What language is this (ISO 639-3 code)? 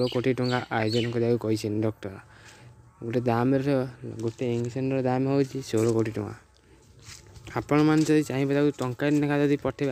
ori